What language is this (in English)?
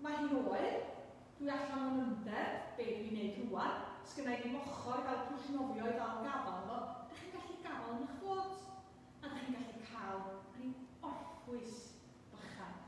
Welsh